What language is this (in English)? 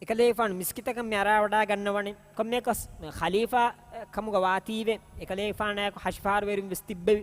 Divehi